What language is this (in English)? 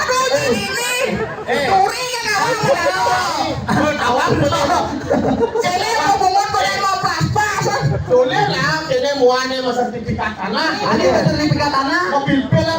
Balinese